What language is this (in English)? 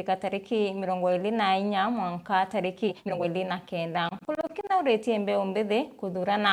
Meru